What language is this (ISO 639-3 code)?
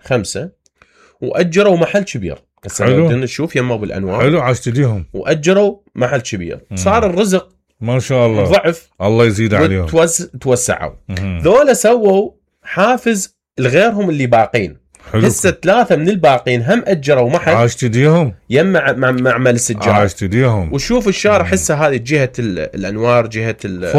acm